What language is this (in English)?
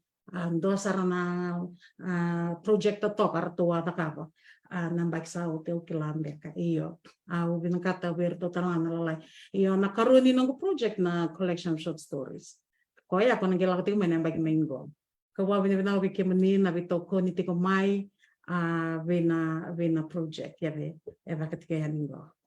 Fijian